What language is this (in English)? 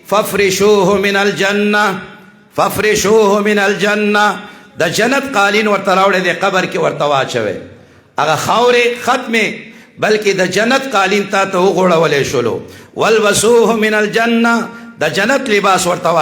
Pashto